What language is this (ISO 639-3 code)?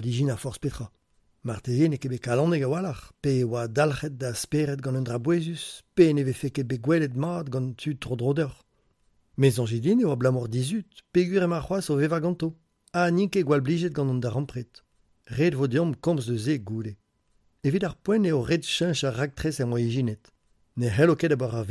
bre